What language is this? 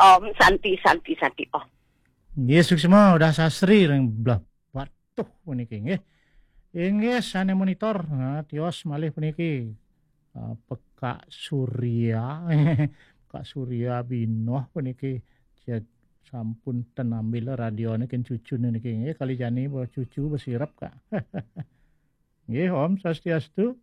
Balinese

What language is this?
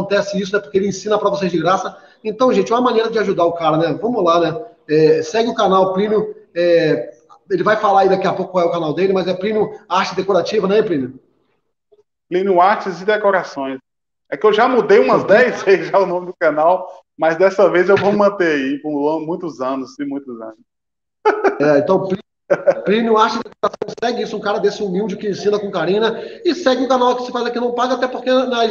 Portuguese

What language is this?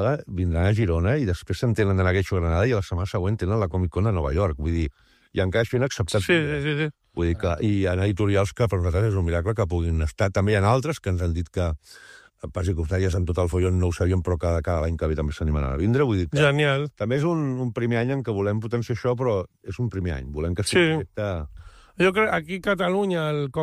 Catalan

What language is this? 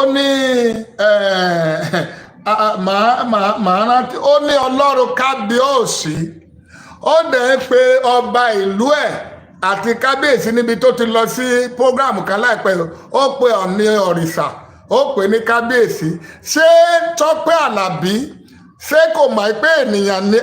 Yoruba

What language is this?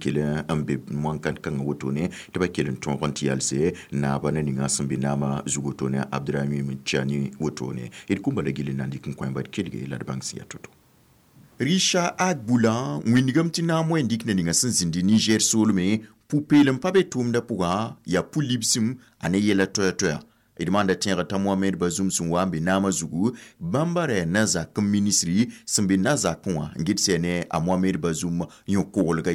Mossi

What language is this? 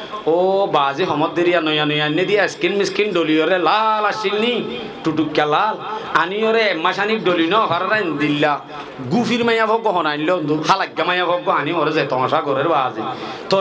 Rohingya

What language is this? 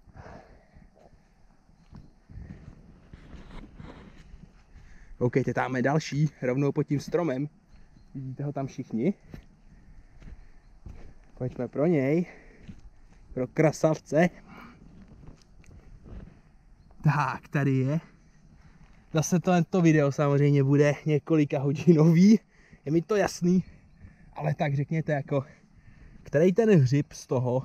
Czech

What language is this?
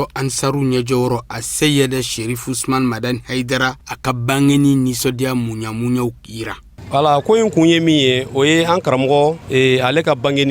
Bambara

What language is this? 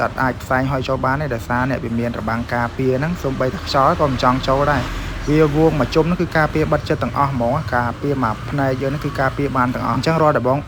Khmer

